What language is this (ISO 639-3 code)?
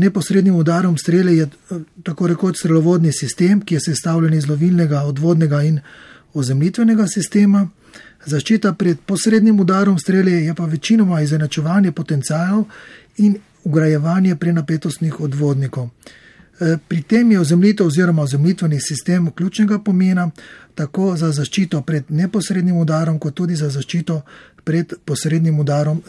slv